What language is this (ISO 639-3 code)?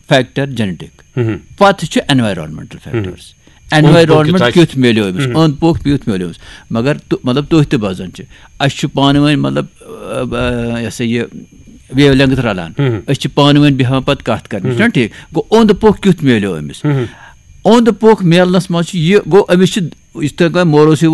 kas